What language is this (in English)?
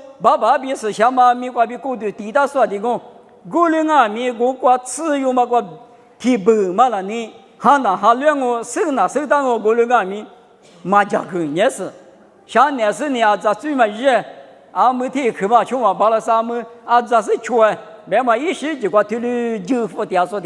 Lisu